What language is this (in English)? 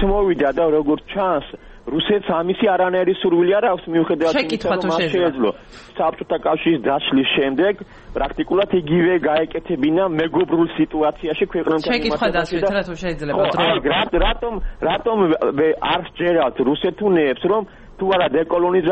Georgian